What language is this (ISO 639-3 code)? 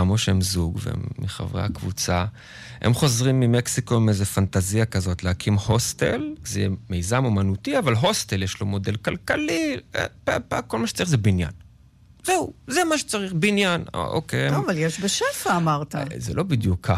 heb